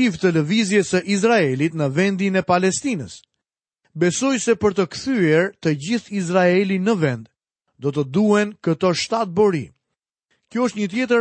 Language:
Albanian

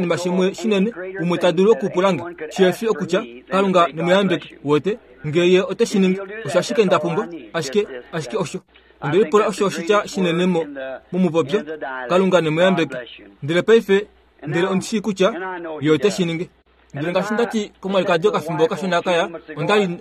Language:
Kuanyama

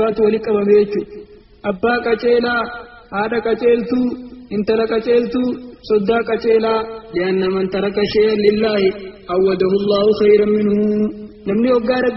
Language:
Oromo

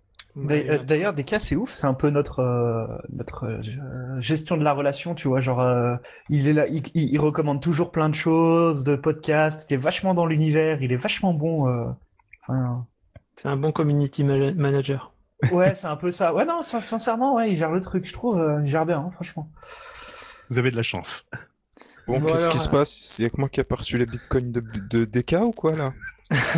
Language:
French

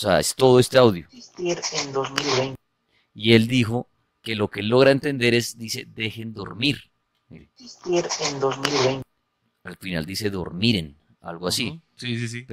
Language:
Spanish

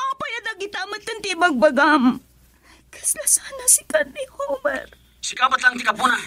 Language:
Iloko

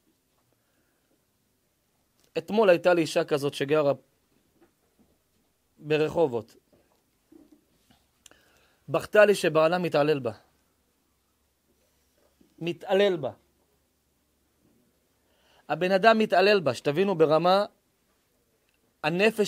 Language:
Hebrew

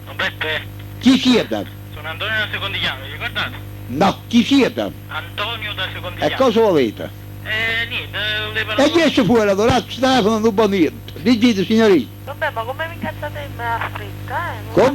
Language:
Neapolitan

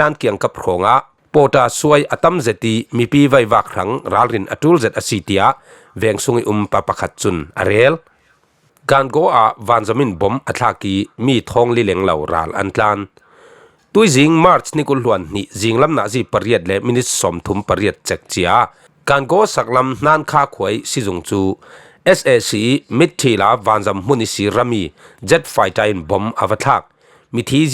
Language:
Falam Chin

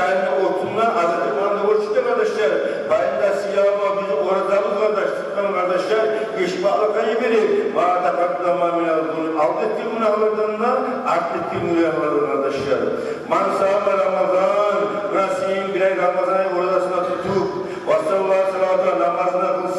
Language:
Kumyk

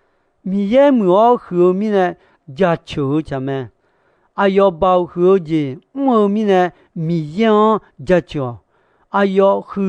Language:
Akha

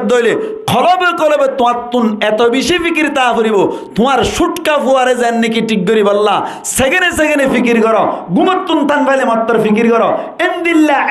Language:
Rohingya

